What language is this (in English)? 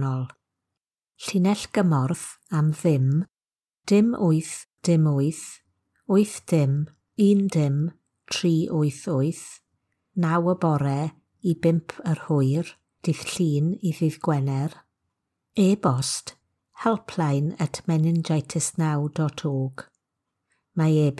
Welsh